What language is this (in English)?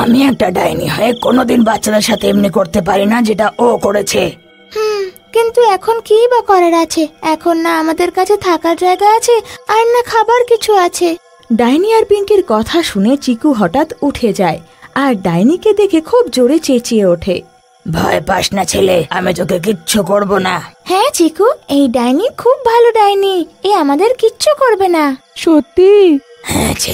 Bangla